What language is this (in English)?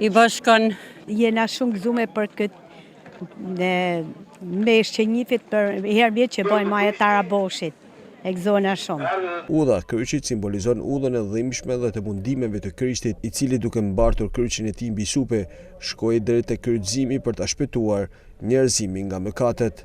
Albanian